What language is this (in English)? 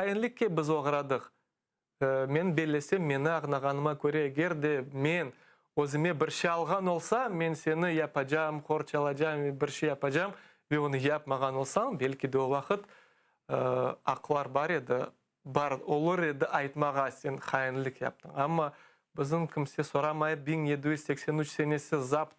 Crimean Tatar